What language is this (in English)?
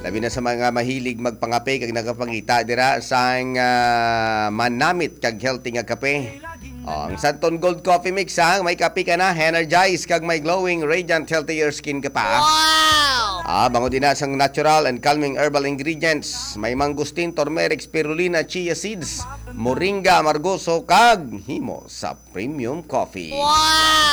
Hiligaynon